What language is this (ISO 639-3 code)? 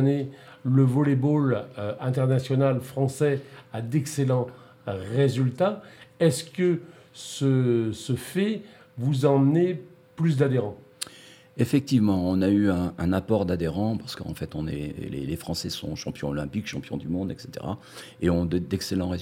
fra